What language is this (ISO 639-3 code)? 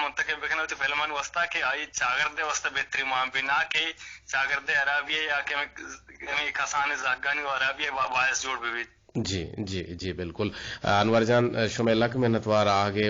bgp